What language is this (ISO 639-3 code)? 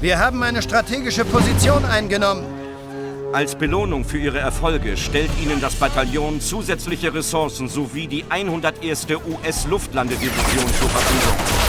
bar